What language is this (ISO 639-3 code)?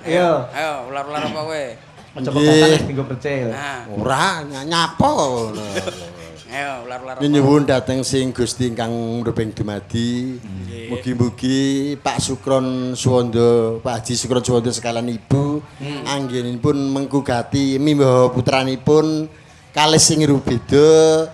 jav